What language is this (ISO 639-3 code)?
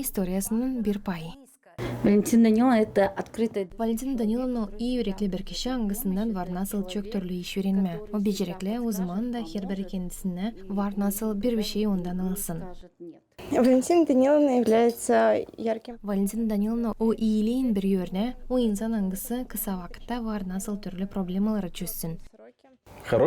gag